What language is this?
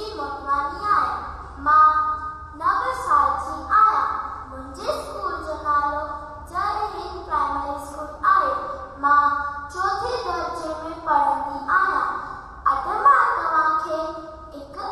Sindhi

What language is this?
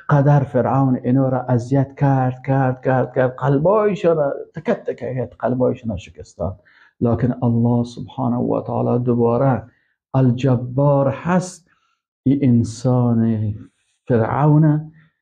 Persian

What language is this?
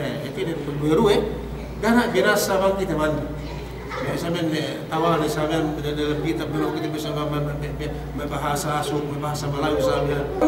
Yakan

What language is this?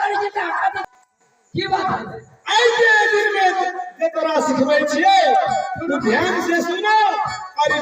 Maithili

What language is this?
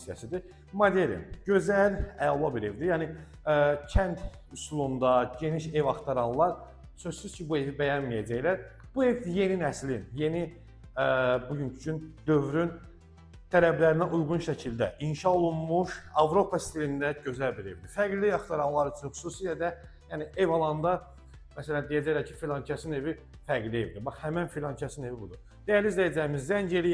Azerbaijani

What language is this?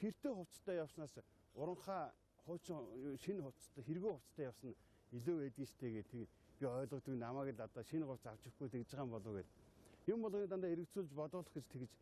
Mongolian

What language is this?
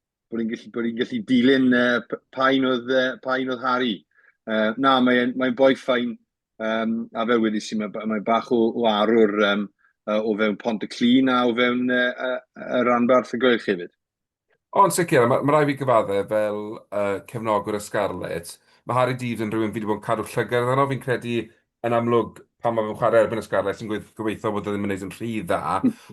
Welsh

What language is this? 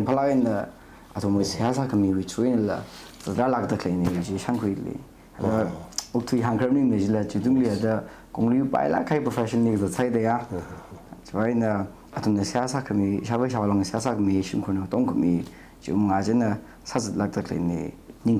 Tangkhul Naga (India)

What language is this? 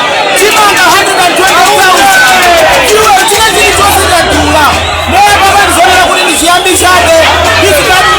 Nyanja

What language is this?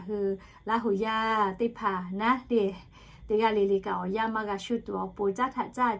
Lahu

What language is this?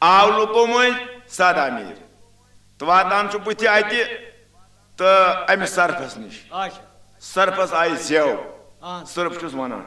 Kashmiri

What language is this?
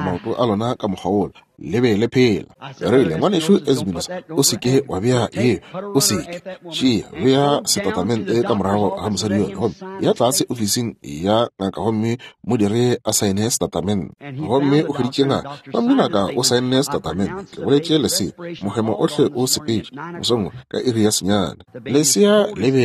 Northern Sotho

